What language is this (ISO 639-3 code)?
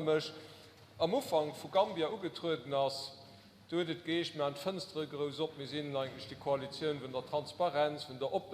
ltz